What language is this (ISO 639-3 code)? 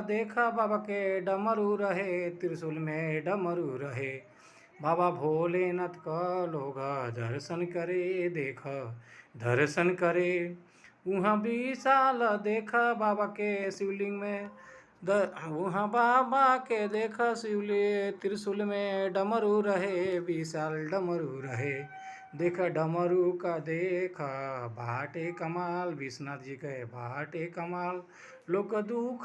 bho